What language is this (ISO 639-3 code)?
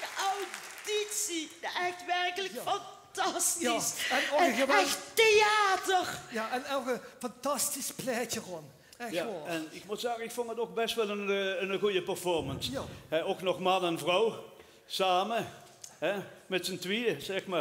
lim